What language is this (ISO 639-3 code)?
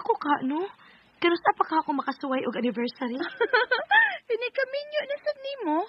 ceb